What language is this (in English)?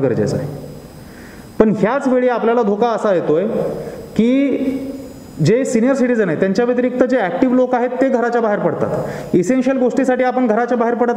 Marathi